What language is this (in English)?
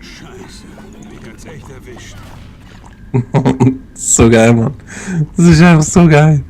Swiss German